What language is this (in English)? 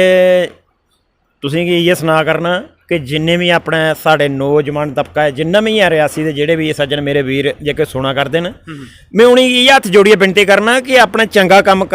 Dogri